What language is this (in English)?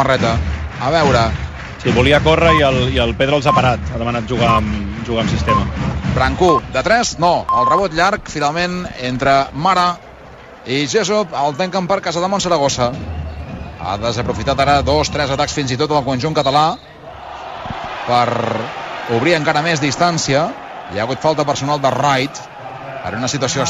Catalan